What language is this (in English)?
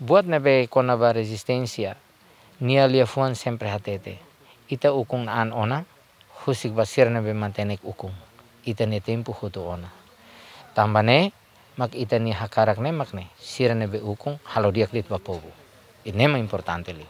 Tetum